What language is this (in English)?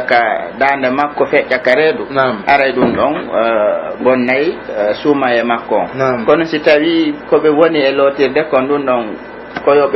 Pular